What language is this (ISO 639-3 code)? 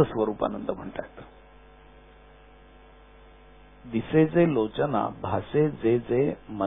mar